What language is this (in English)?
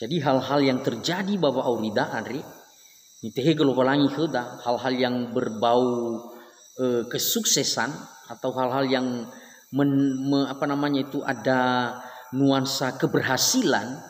Nias